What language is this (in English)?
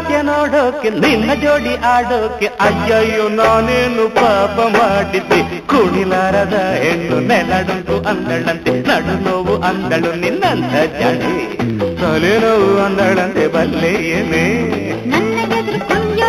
Kannada